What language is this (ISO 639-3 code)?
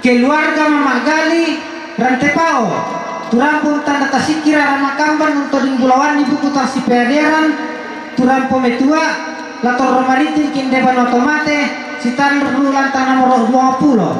sda